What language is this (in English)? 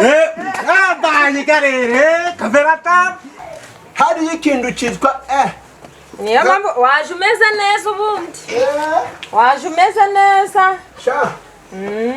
Kinyarwanda